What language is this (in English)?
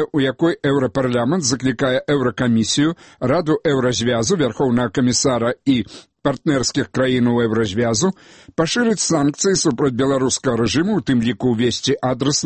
Belarusian